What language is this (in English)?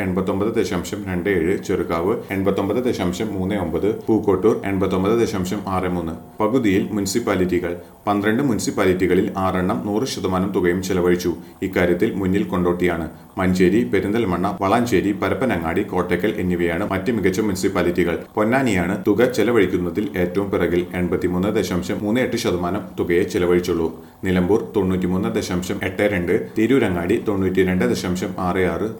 Malayalam